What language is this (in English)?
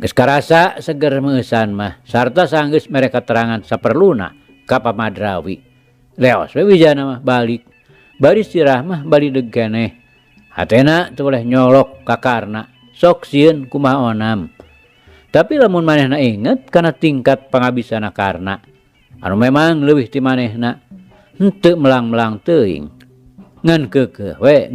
Sundanese